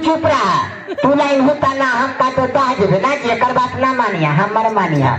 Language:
Magahi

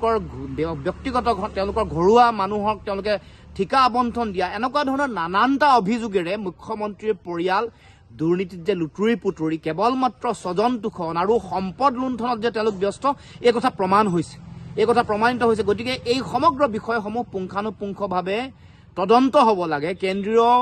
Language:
Assamese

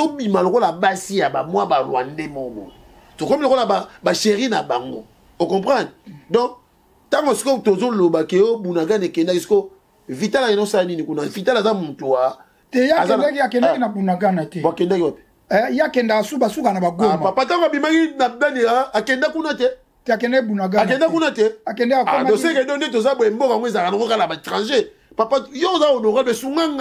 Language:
Lingala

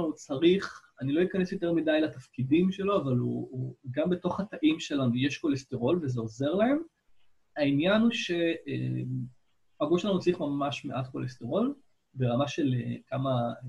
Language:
Hebrew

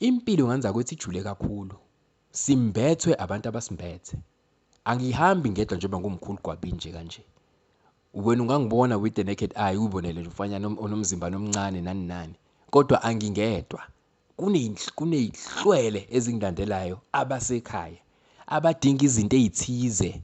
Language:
Zulu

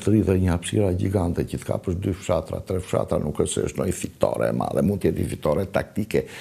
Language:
Albanian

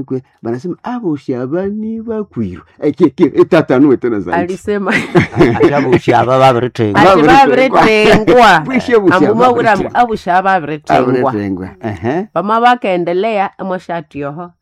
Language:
Swahili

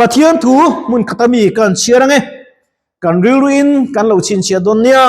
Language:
Mizo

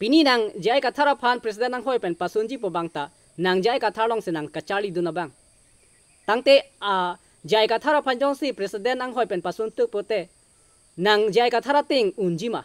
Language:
Karbi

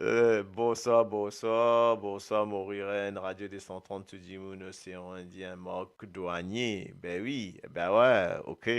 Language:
Morisyen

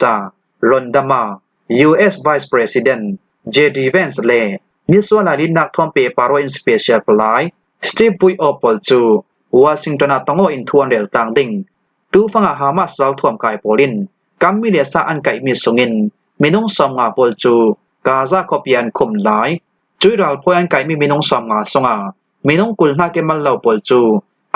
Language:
Falam Chin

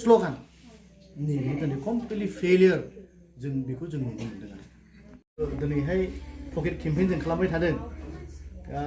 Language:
Bodo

